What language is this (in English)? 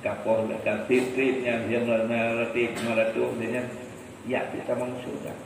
Achinese